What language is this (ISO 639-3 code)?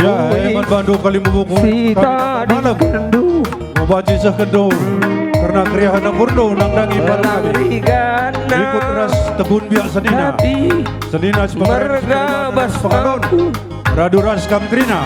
btx